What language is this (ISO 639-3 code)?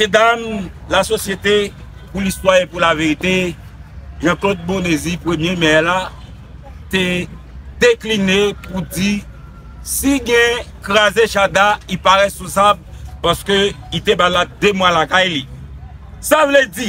hat